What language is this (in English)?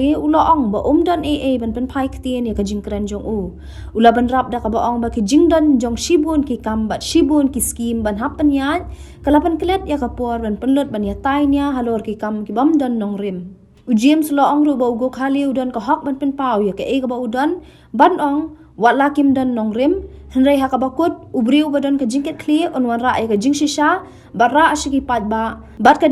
Khasi